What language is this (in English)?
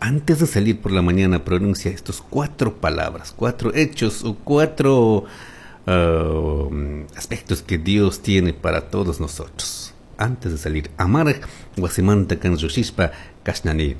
Chimborazo Highland Quichua